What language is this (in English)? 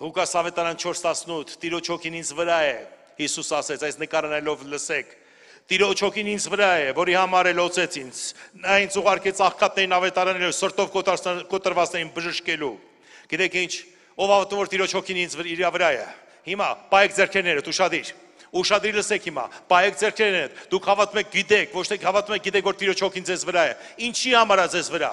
Armenian